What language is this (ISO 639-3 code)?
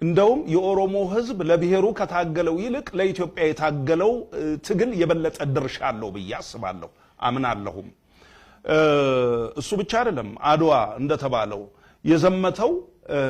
amh